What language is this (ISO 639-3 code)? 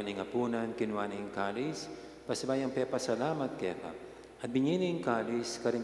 pam